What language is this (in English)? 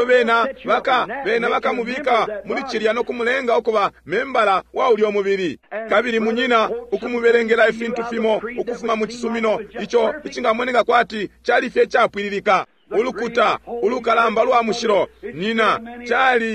Bemba